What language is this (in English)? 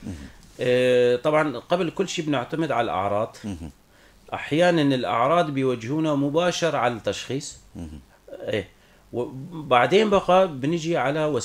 North Levantine Arabic